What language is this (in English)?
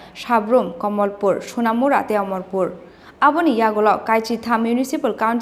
Kok Borok